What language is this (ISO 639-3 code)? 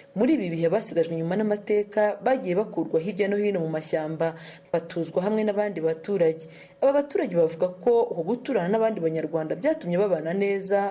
kin